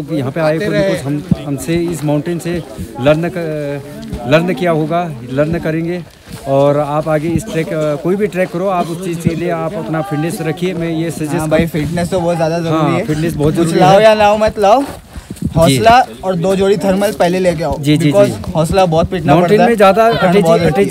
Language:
Hindi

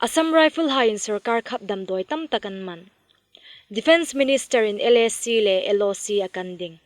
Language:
Hmar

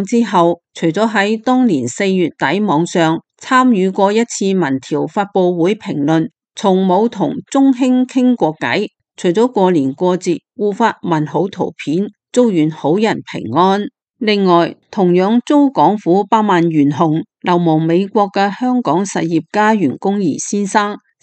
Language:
Cantonese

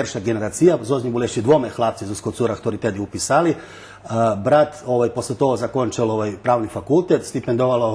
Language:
Rusyn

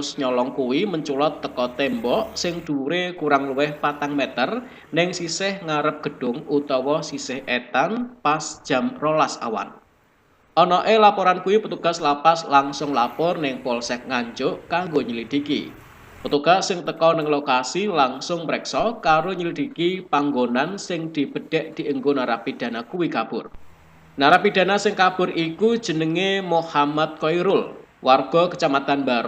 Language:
Javanese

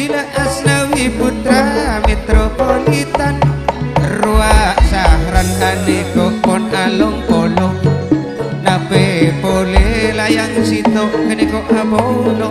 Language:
Madurese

